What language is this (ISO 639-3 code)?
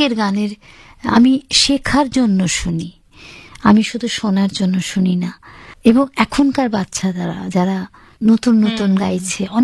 ben